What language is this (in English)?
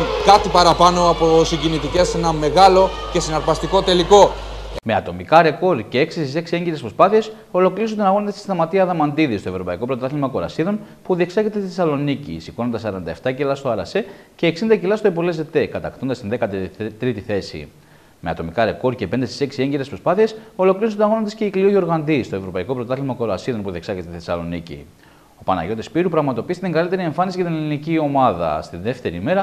Greek